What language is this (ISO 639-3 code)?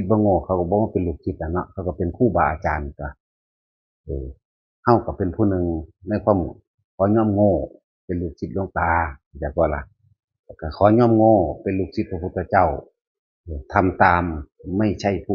tts